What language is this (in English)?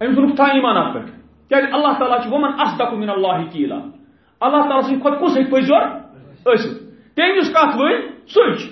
Kashmiri